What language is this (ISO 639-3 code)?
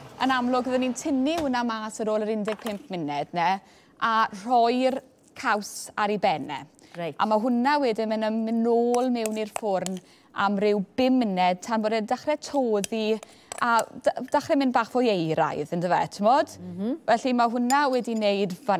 cym